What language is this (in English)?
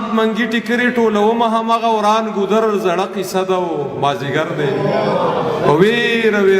Pashto